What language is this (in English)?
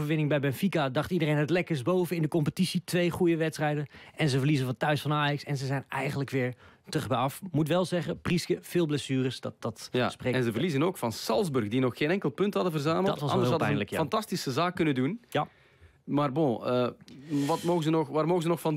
Dutch